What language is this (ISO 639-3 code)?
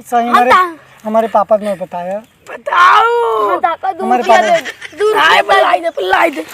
awa